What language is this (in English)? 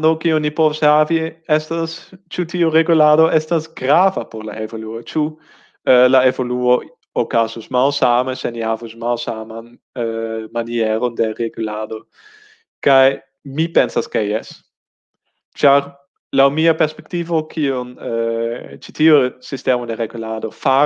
Esperanto